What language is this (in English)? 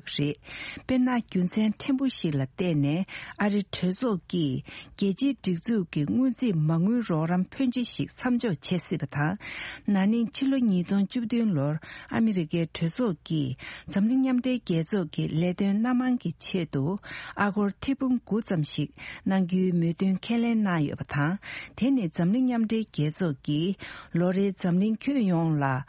Tibetan